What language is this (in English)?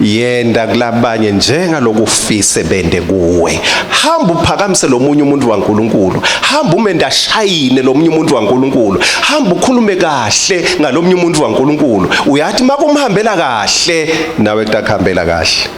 Swati